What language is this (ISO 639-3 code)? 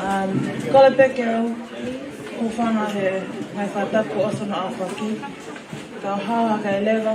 ton